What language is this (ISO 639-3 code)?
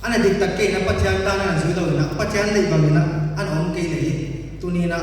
pck